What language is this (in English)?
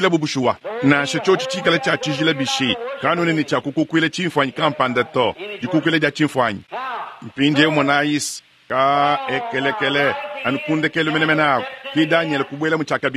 Luba-Lulua